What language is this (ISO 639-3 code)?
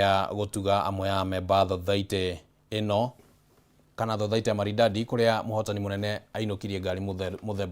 kik